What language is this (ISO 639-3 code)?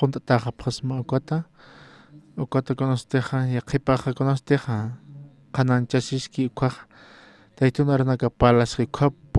aym